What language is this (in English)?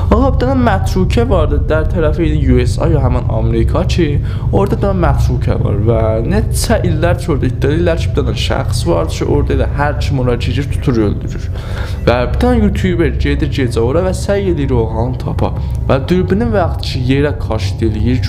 South Azerbaijani